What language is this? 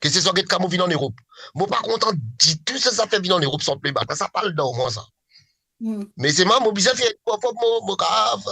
Morisyen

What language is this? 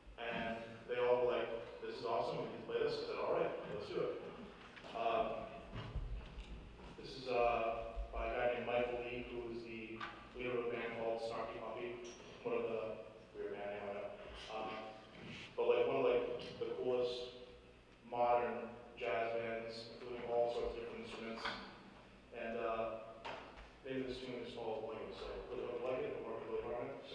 English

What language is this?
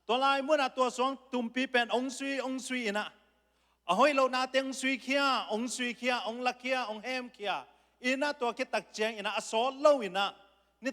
Tedim Chin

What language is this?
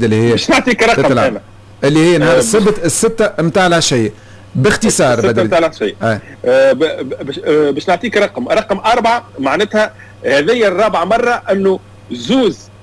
Tunisian Arabic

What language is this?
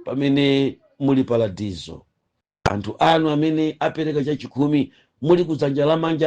Nyanja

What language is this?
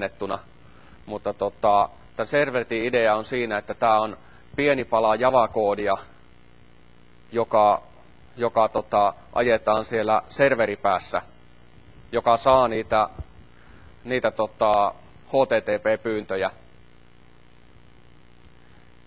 Finnish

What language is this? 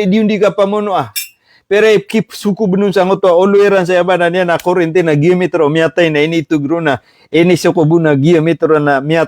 Maranao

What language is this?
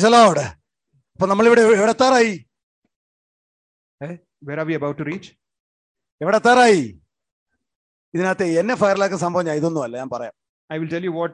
Malayalam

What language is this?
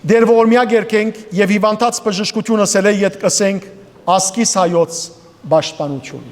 Western Armenian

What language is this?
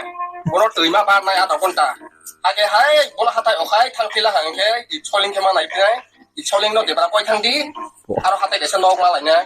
Kok Borok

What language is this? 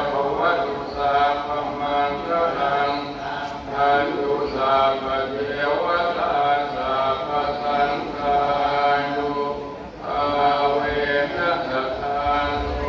Pali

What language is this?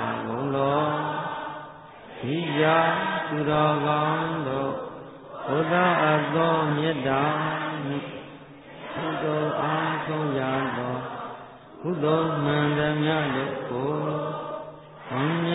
Burmese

